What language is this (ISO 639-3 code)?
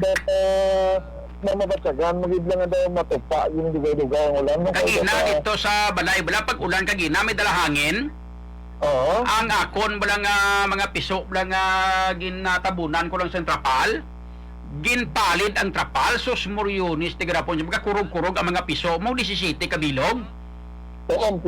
hil